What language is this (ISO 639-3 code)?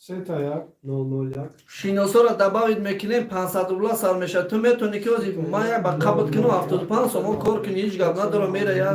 tgk